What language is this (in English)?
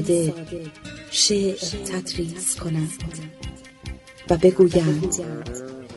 Persian